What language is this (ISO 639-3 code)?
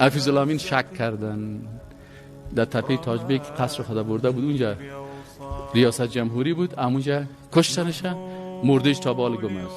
fas